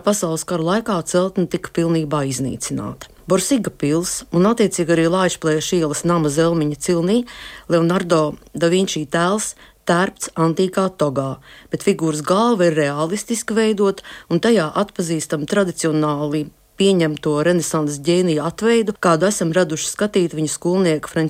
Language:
Latvian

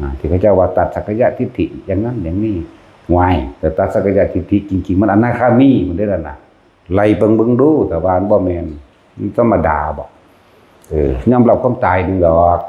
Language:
Northeastern Thai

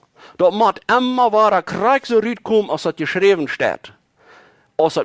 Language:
Plautdietsch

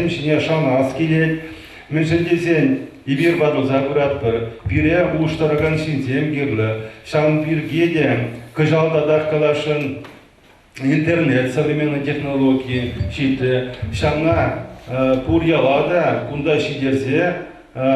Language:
Chuvash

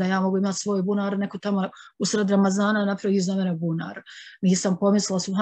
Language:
Bosnian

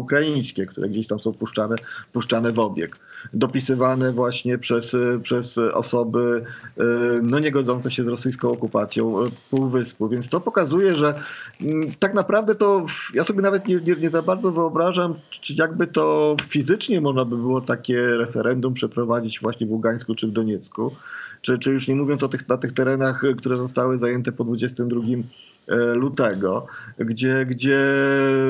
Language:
Polish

